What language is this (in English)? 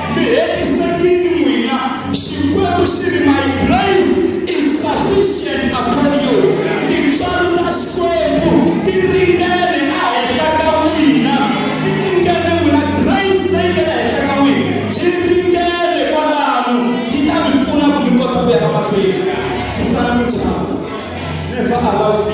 Tsonga